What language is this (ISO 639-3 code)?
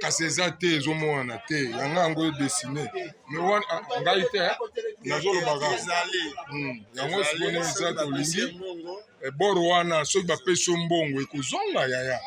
lin